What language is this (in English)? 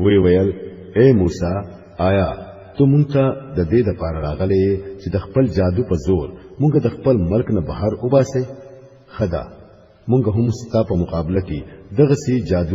Pashto